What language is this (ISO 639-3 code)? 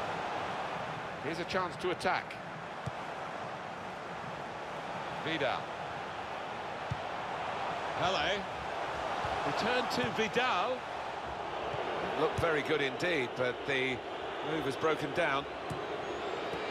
eng